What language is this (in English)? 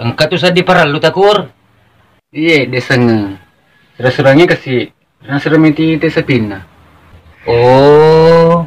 Buginese